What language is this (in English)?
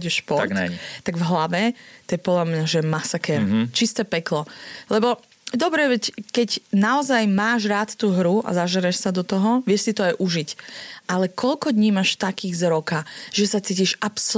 Slovak